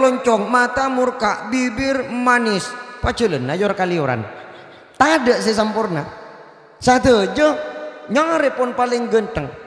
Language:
Madurese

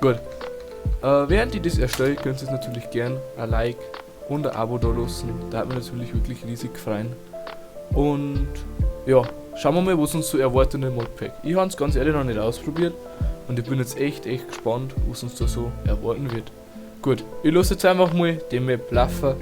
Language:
Bavarian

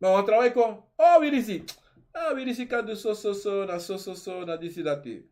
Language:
Sranan Tongo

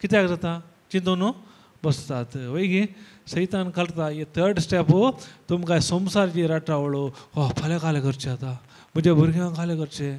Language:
Konkani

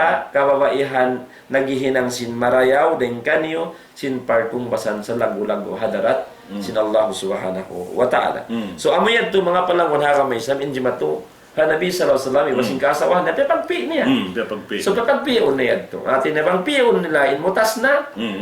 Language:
Tausug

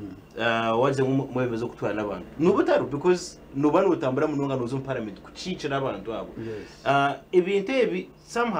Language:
Nyankole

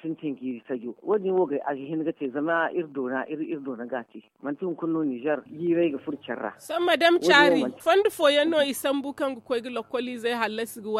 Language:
Zarma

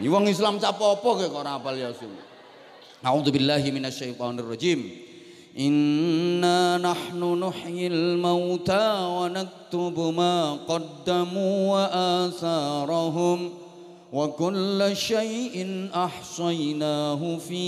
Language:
Javanese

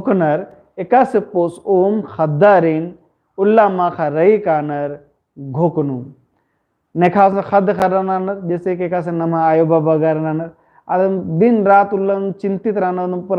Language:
Kurukh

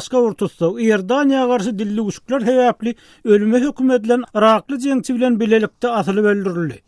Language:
Turkmen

